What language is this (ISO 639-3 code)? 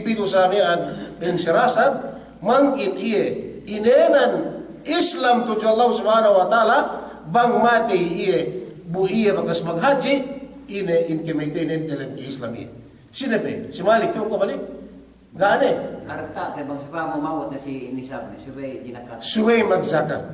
yka